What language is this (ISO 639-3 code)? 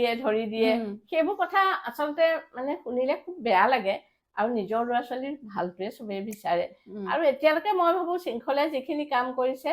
asm